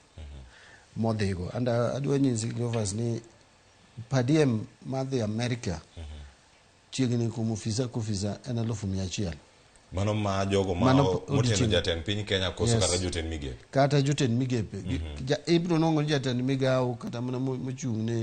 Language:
Luo (Kenya and Tanzania)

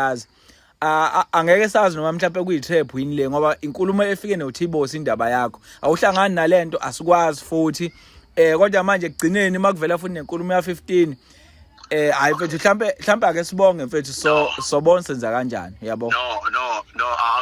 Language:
Zulu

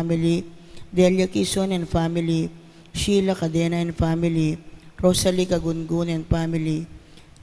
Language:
Pampanga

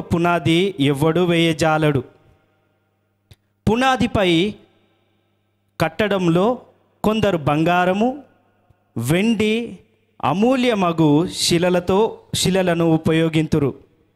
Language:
Telugu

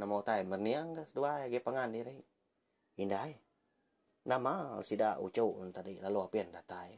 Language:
Iban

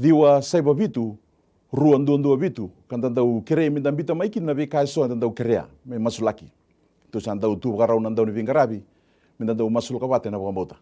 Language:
Fijian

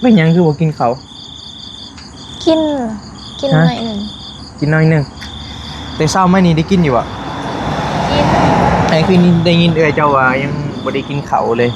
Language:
Northeastern Thai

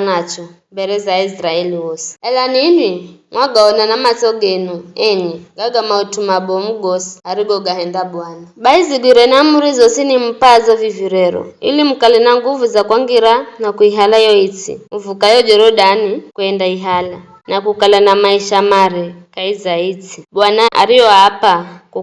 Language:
Giryama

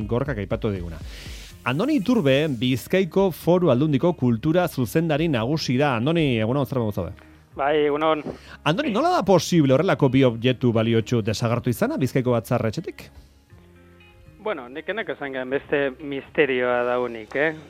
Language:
Basque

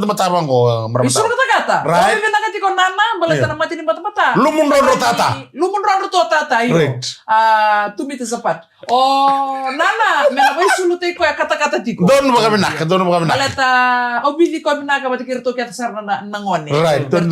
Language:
Fijian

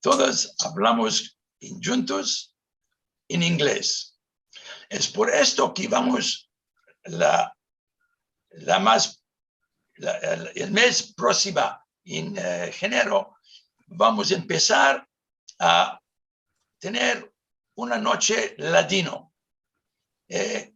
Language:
Ladino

